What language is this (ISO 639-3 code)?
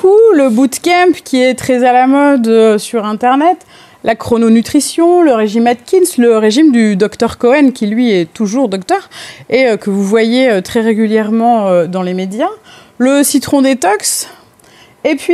fra